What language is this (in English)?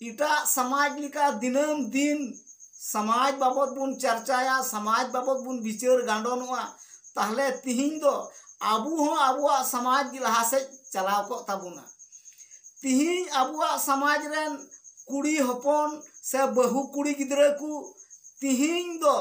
Santali